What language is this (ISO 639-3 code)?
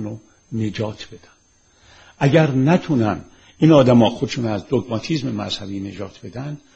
fas